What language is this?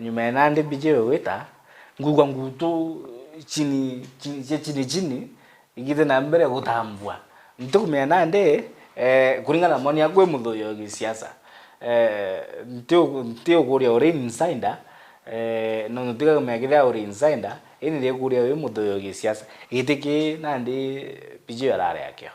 Meru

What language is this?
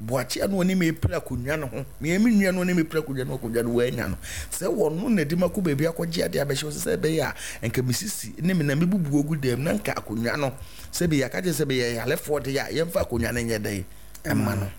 Akan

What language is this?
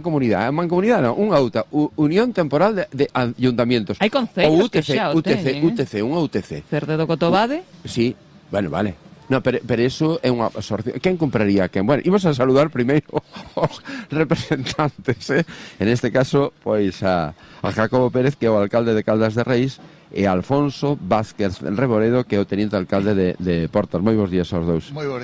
Galician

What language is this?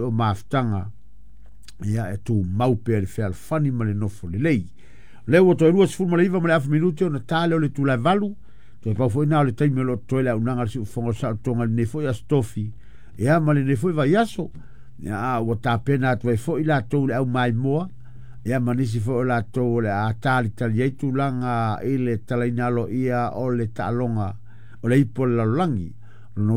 Samoan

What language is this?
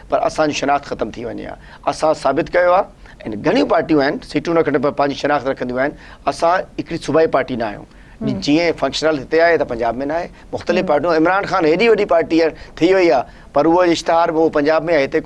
Sindhi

